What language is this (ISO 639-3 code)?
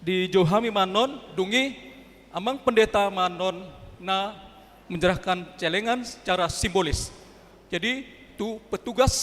bbc